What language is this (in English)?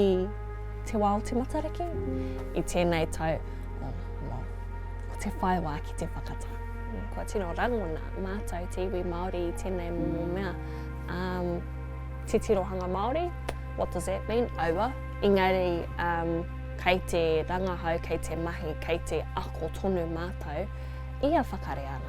Māori